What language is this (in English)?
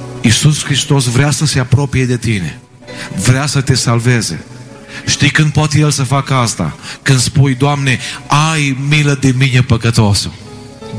Romanian